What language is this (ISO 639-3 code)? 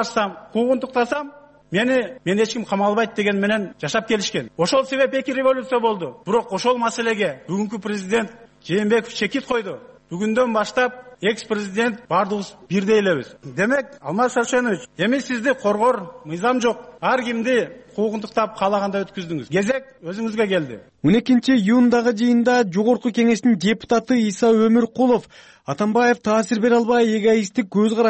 kir